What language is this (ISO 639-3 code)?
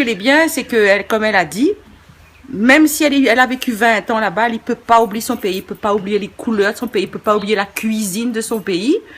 rcf